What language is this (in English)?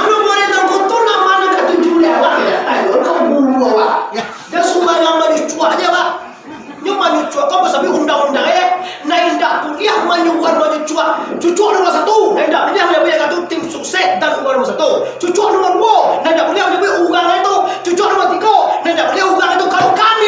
Minangkabau